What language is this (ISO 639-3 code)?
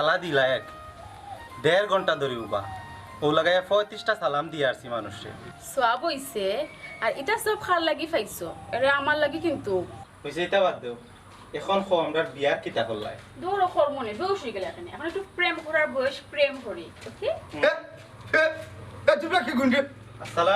syl